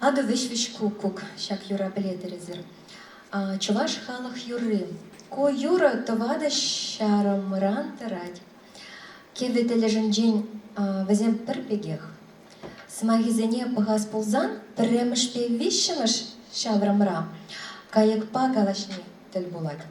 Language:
Chuvash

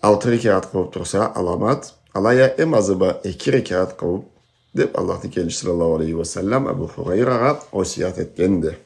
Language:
Karachay-Balkar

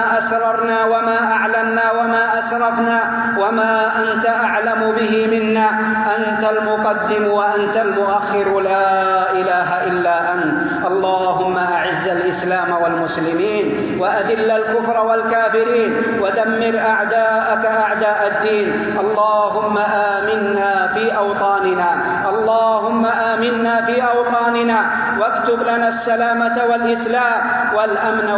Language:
Arabic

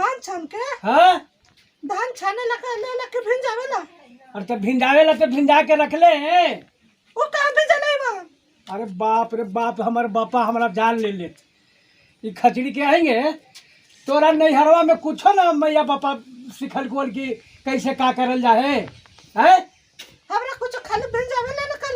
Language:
Magahi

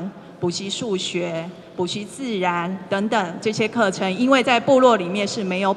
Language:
Chinese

